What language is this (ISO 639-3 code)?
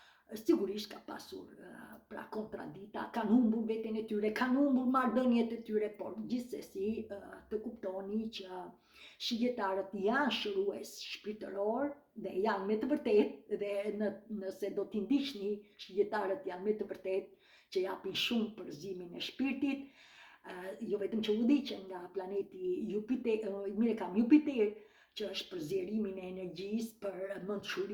sqi